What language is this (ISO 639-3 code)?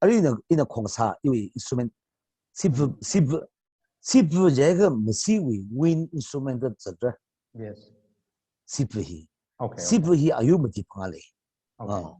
nmf